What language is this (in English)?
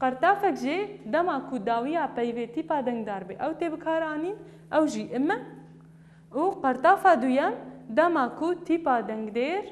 Kurdish